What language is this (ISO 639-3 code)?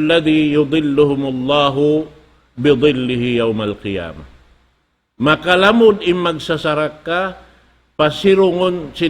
tsg